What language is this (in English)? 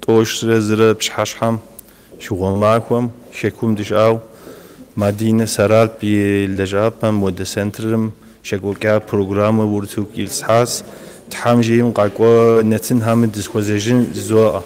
Kabardian